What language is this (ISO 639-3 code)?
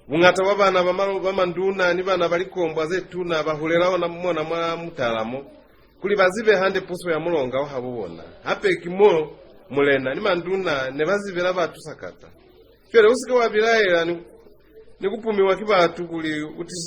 loz